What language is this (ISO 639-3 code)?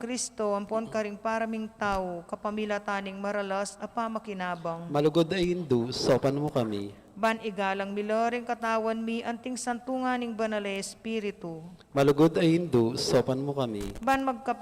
pam